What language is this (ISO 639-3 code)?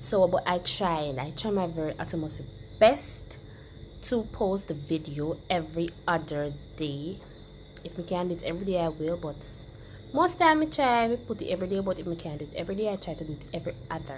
jam